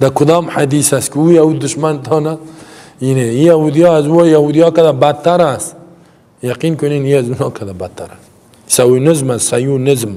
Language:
Persian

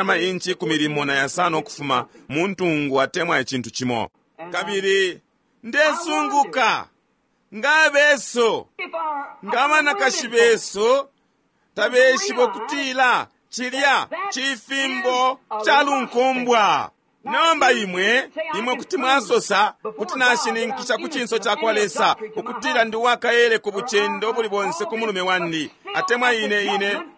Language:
Bemba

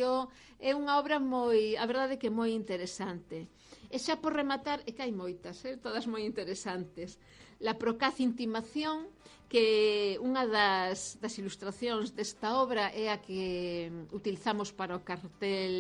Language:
Galician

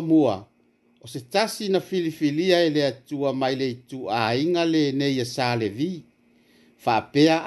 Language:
Samoan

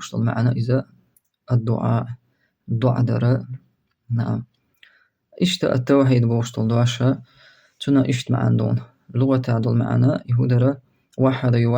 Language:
Chechen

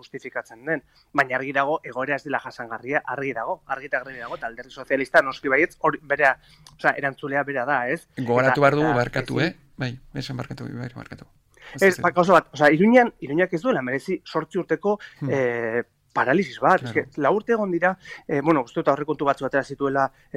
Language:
Basque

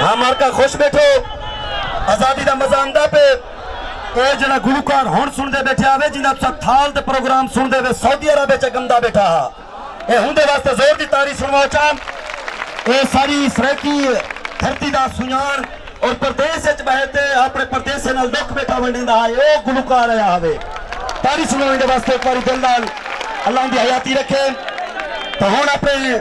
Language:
Saraiki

